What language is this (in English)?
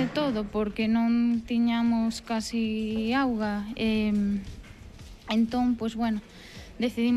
Galician